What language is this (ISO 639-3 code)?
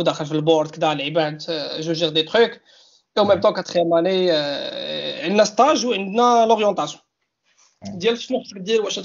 ary